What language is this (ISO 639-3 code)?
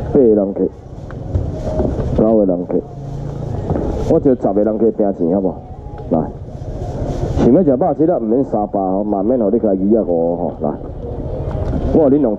nan